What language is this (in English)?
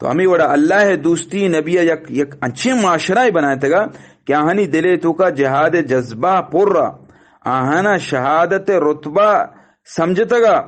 Eastern Balochi